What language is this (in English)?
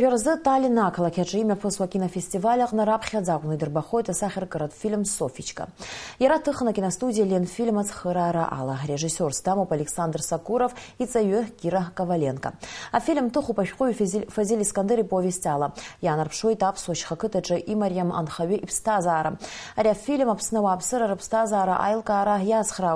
Abkhazian